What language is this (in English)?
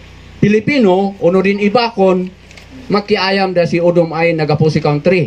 Kankanaey